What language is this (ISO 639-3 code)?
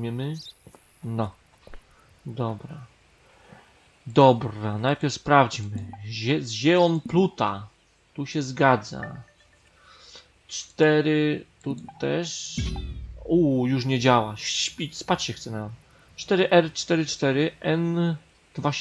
pol